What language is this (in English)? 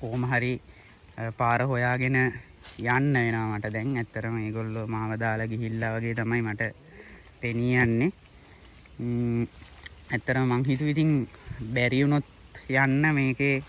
Sinhala